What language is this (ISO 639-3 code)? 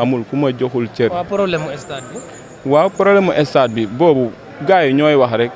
wol